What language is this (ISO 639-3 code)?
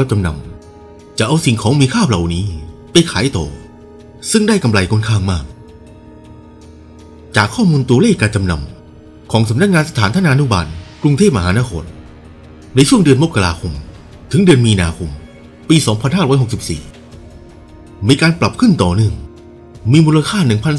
tha